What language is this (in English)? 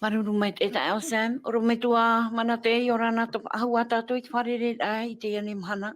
Tahitian